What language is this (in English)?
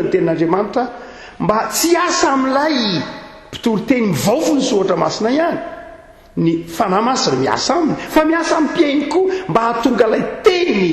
Malagasy